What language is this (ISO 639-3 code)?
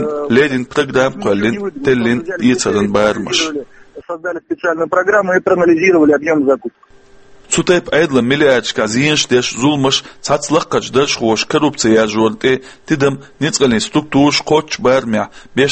che